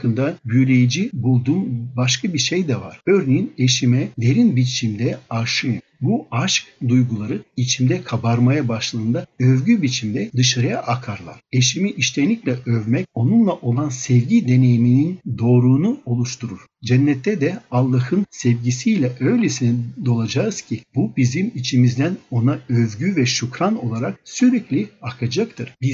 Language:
Turkish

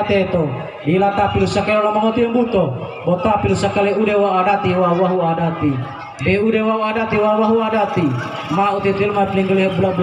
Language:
Gorontalo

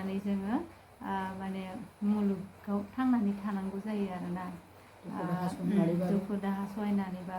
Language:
Bodo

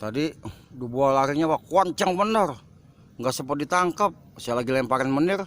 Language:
Betawi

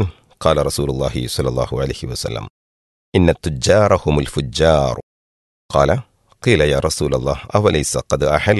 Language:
Malayalam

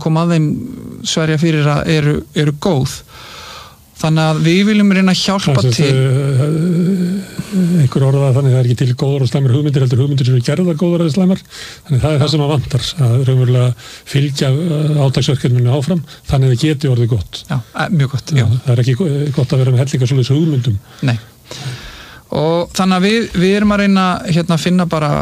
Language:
Icelandic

